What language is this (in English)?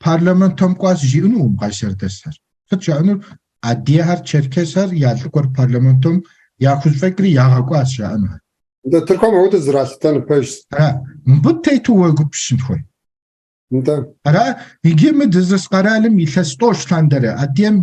Kabardian